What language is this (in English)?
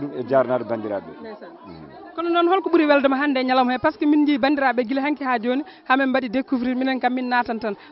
Fula